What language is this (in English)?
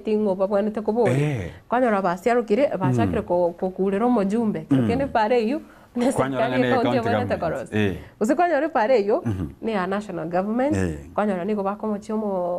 Gusii